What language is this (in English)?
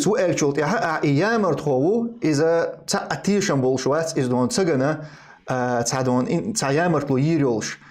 Chechen